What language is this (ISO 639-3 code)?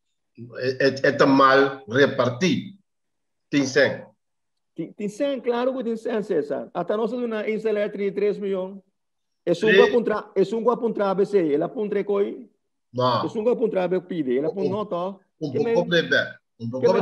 pap